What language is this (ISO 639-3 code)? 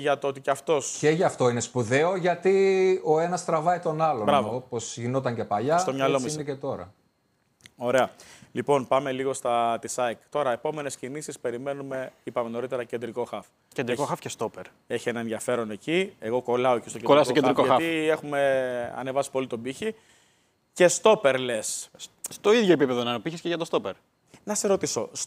ell